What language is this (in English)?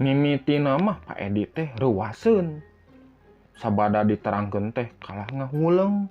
Sundanese